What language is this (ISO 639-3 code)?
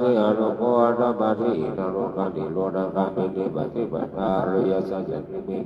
pli